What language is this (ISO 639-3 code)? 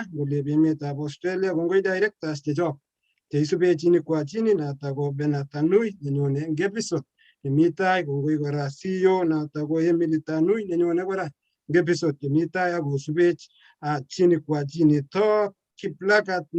kln